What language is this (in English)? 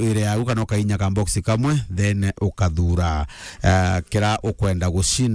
Meru